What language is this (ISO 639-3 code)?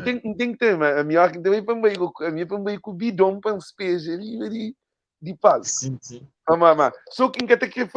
kea